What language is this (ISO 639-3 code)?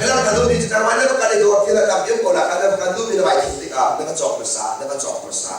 cnh